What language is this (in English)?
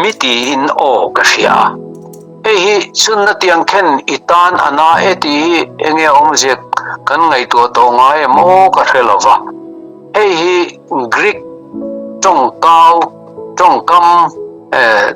Mizo